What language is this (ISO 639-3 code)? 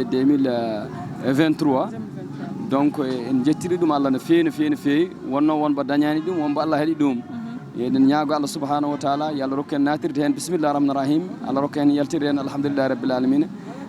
ful